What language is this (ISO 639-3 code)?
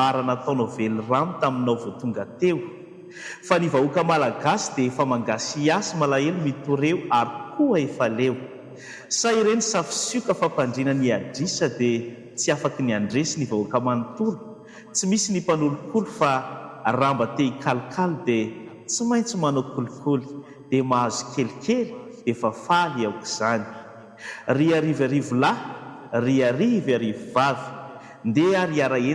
mlg